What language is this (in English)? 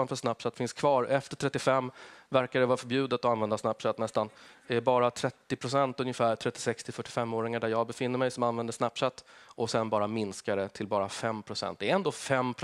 Swedish